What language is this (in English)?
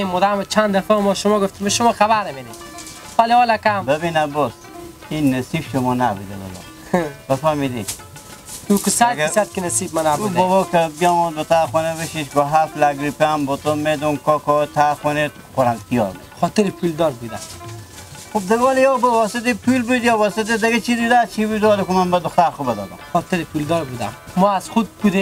Hazaragi